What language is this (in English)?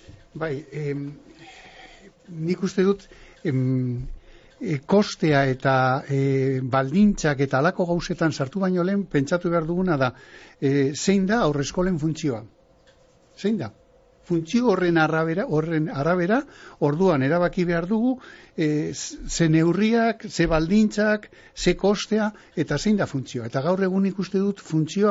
Basque